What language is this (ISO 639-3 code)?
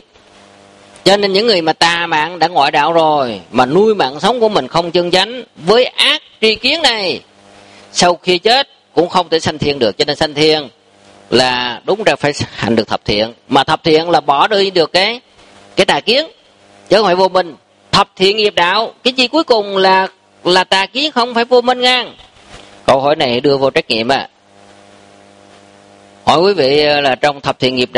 vie